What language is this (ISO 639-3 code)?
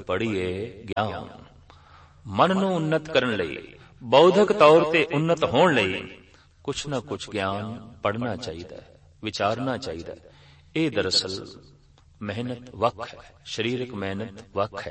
pan